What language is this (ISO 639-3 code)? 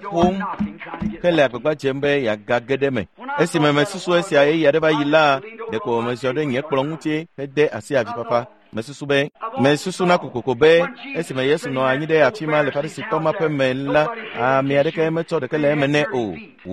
ewe